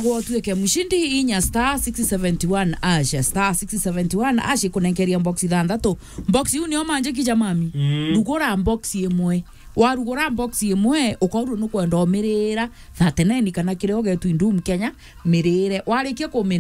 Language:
Meru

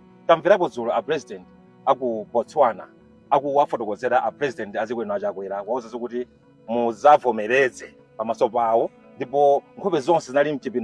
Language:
Nyanja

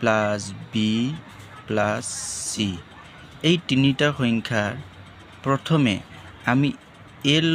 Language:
Assamese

